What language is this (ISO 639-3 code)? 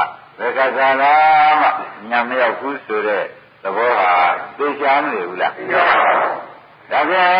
mya